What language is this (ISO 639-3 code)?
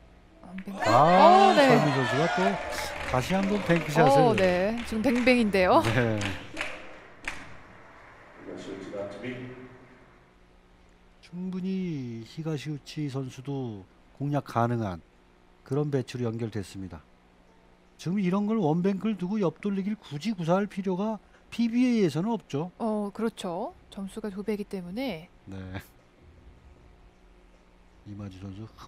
kor